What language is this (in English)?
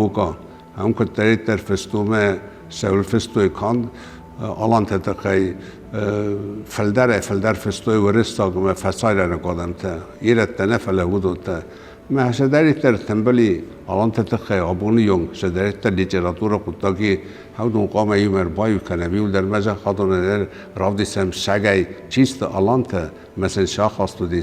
Ossetic